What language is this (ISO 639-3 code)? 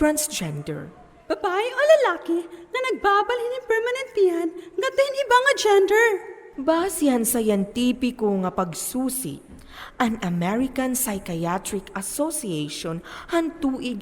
war